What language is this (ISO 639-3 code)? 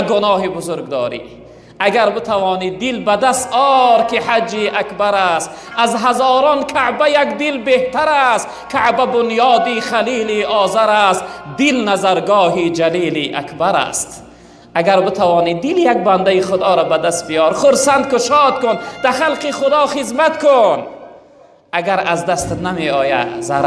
tgk